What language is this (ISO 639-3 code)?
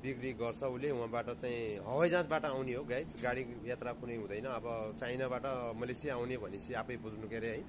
nep